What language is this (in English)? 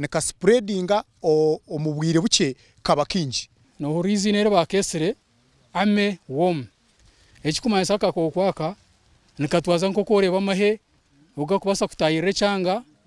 Nyankole